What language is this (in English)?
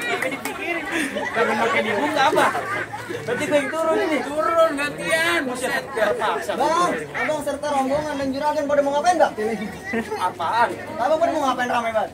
Betawi